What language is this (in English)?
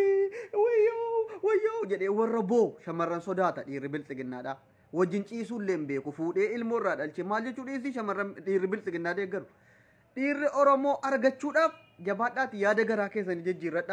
Oromo